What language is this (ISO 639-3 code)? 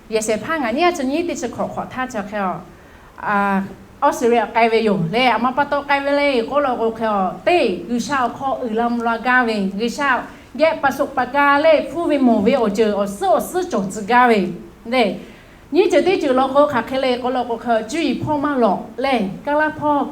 lhu